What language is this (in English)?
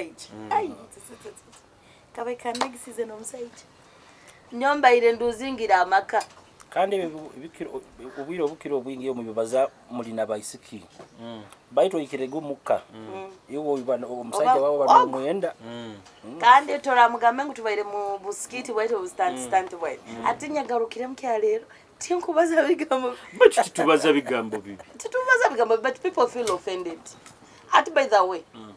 Nyoro